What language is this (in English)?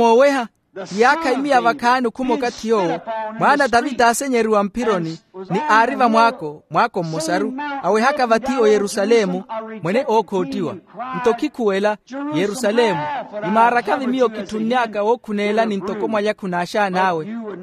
Makhuwa